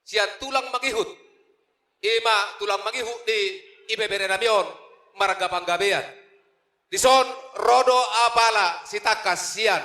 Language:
Batak Toba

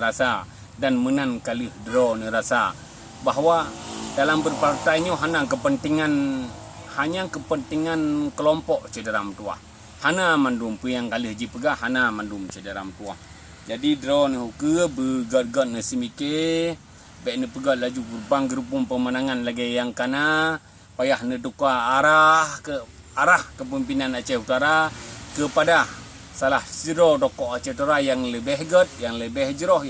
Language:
Achinese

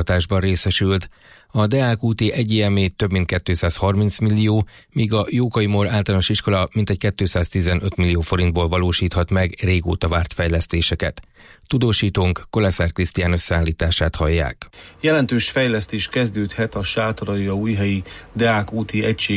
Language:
Hungarian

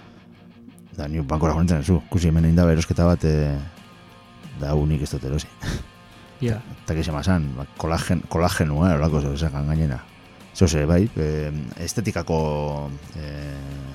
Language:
Basque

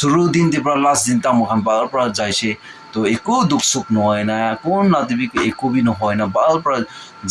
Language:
Naga Pidgin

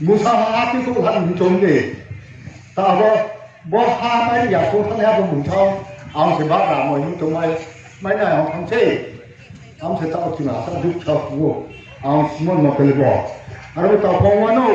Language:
Riang (India)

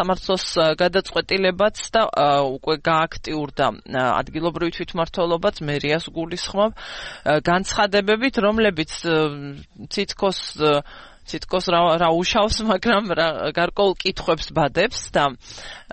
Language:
Georgian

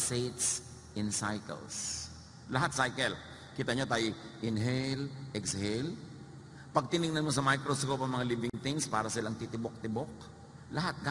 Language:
Filipino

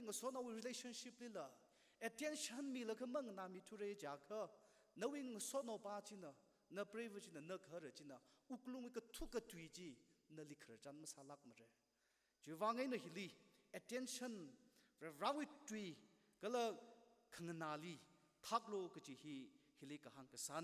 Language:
Tangkhul Naga (India)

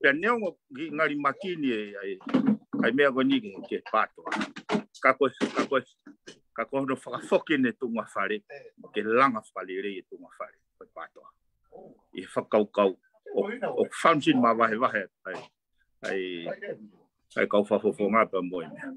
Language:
Tongan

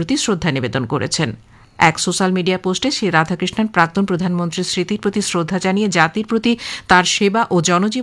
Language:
Bangla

